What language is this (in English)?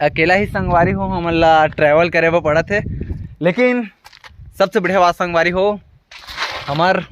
Chhattisgarhi